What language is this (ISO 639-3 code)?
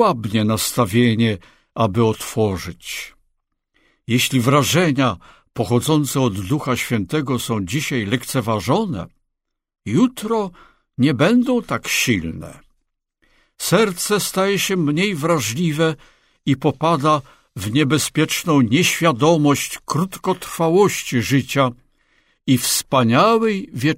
pol